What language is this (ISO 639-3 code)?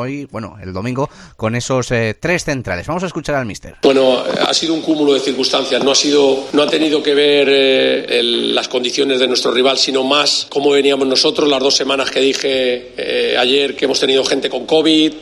spa